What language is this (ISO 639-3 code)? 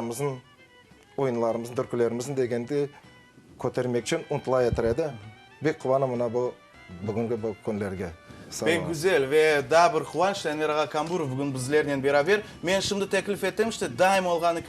crh